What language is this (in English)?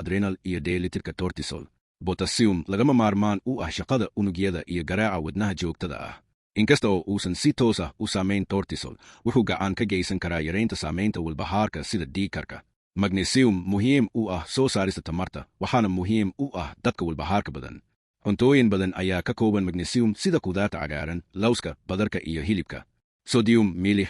Somali